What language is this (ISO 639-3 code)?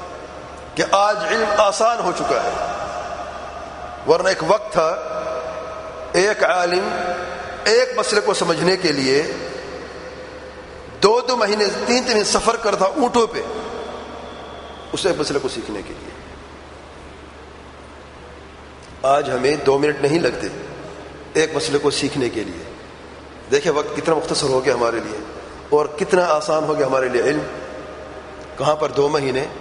urd